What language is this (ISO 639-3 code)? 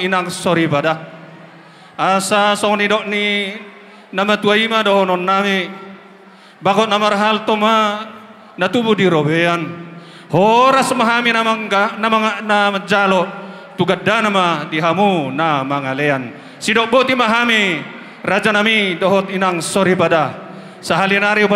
bbc